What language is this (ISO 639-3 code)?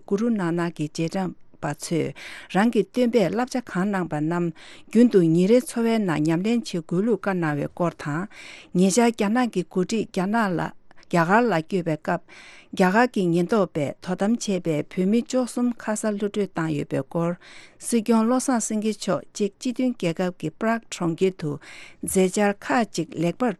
bod